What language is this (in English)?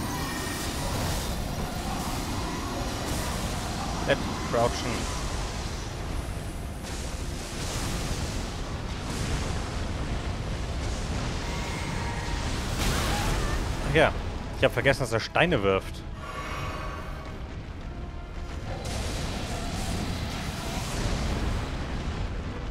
German